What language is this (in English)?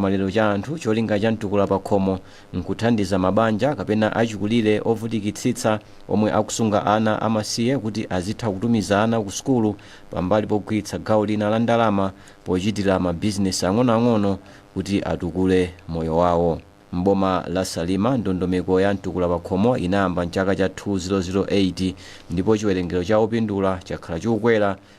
Nyanja